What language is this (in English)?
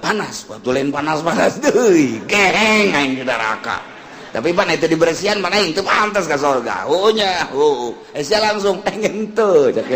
Sundanese